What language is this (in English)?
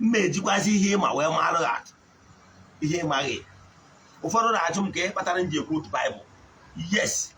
Igbo